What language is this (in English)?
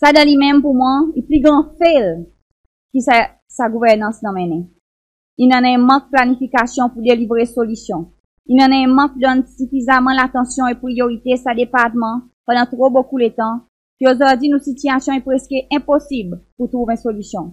Seselwa Creole French